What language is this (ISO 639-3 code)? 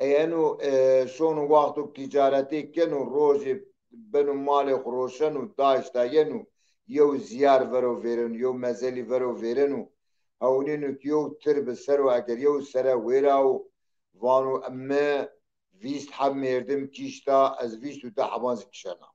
zza